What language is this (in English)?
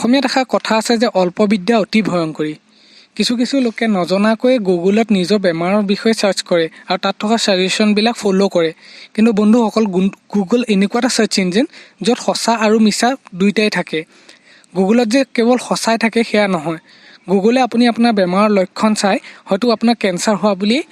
Assamese